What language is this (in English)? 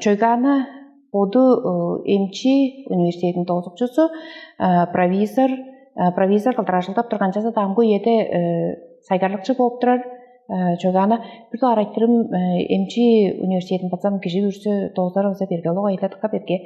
Tuvinian